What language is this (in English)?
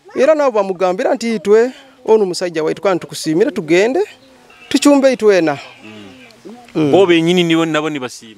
Nyoro